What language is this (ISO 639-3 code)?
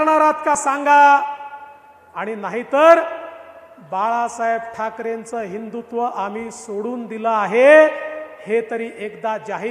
mar